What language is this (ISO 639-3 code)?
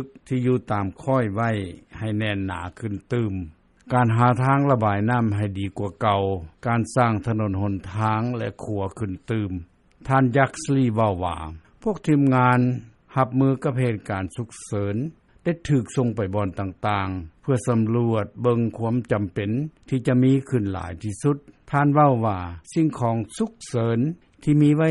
lao